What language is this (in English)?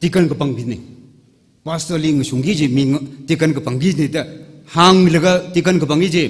Tangkhul Naga (India)